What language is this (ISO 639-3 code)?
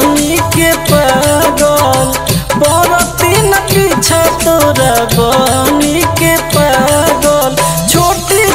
bho